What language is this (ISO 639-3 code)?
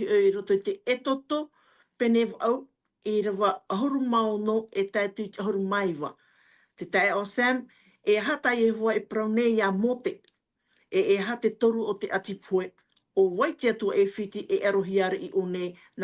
tah